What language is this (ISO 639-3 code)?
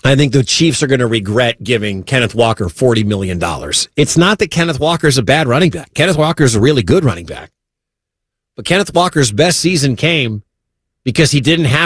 eng